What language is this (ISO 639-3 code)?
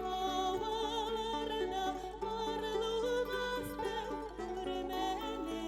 bak